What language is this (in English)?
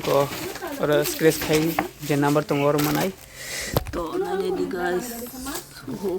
Kok Borok